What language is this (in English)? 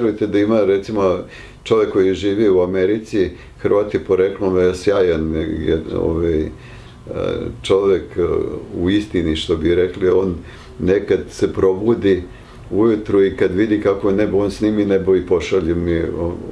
Serbian